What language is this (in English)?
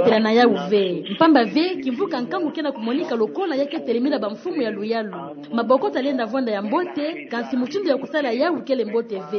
Kituba (Democratic Republic of Congo)